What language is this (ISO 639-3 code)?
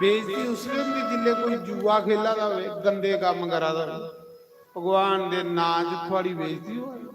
doi